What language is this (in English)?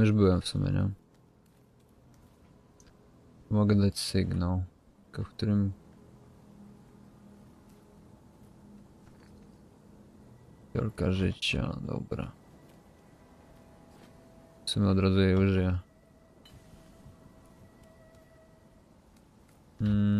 Polish